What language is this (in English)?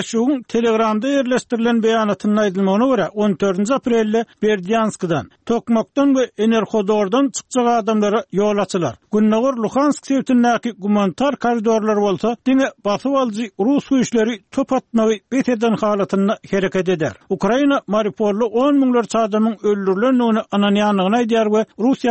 Turkmen